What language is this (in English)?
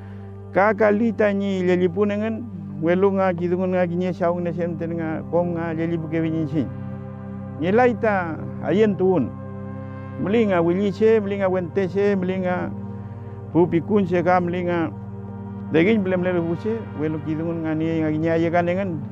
Mapuche